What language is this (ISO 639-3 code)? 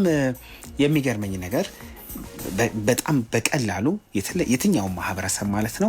amh